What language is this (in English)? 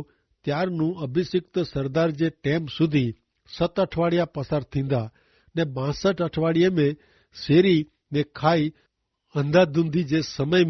Kachhi